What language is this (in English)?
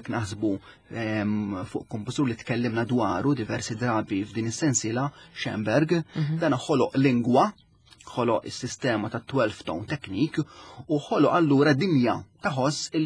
Maltese